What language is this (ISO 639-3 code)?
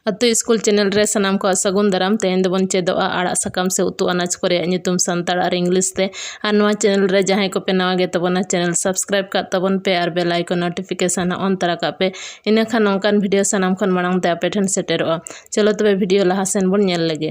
sat